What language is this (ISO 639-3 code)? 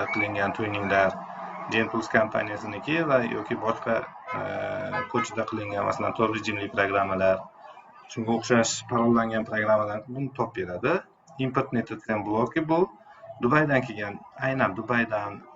uzb